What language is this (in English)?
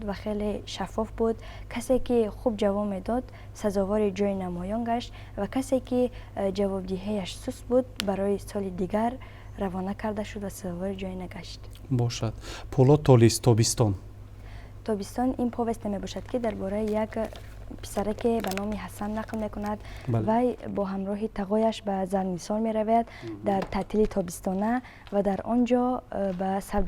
Tajik